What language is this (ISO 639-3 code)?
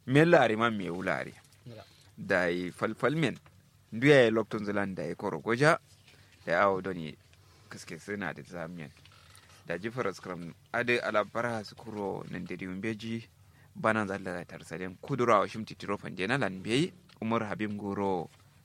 kau